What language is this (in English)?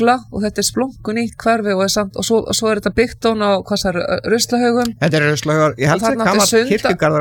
Icelandic